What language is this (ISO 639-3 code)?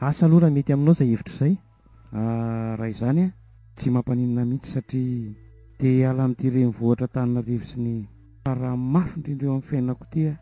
mlg